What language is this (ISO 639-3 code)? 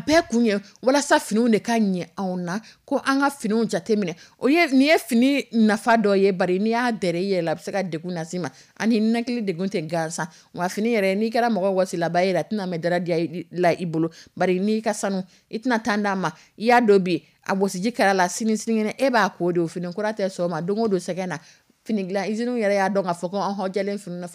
dyu